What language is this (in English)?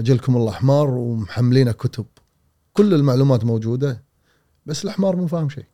Gulf Arabic